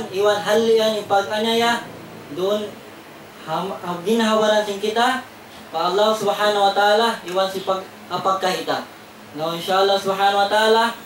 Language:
Tausug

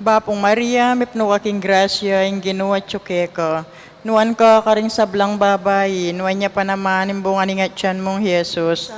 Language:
Pampanga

